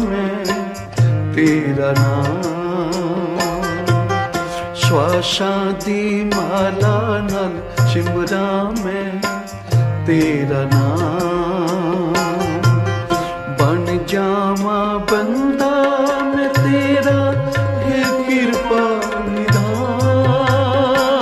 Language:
Punjabi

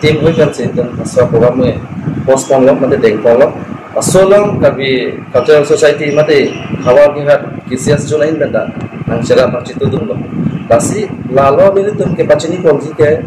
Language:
Karbi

